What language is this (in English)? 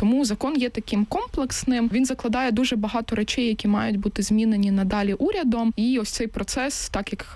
Ukrainian